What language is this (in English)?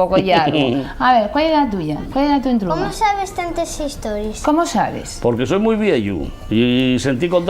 Asturian